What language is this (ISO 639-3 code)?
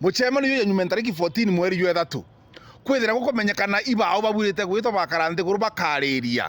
mer